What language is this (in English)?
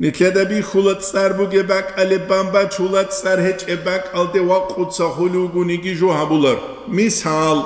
Avaric